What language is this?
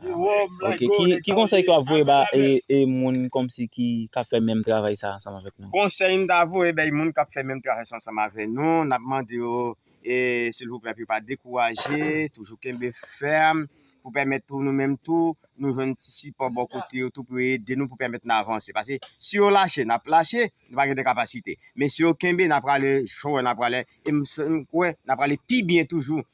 Haitian Creole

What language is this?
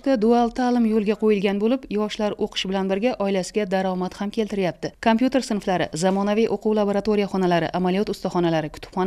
Uzbek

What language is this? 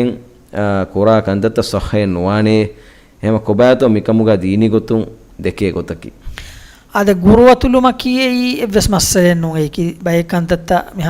Divehi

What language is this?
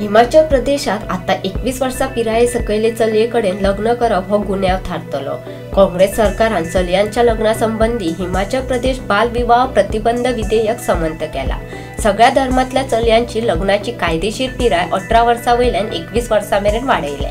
Konkani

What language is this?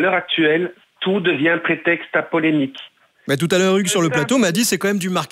French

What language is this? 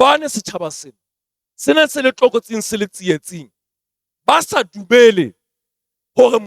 Southern Sotho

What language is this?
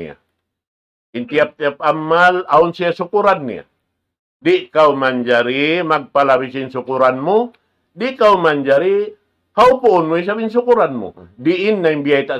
Tausug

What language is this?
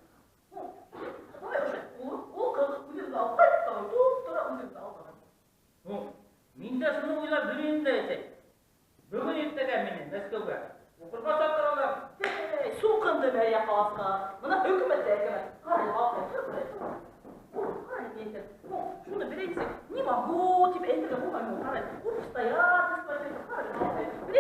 Bashkir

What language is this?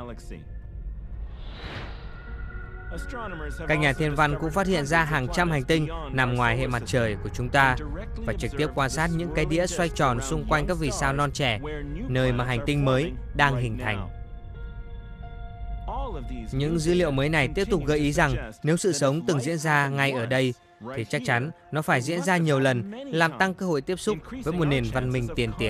Vietnamese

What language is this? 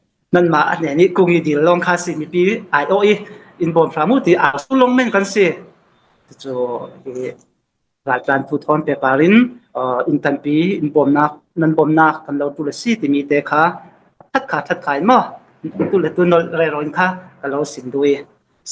Falam Chin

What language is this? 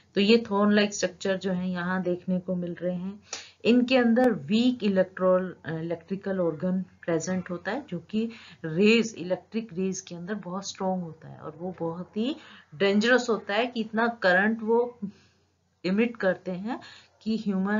Hindi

